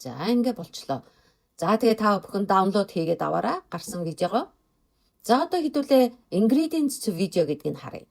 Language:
Mongolian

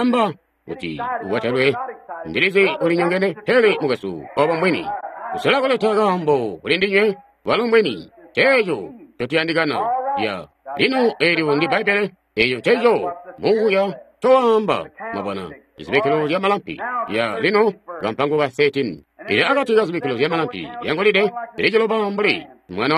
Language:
Tonga (Zambia)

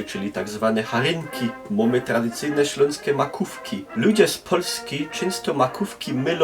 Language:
Silesian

